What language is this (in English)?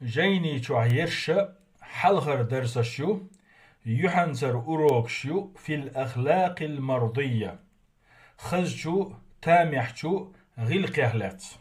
Chechen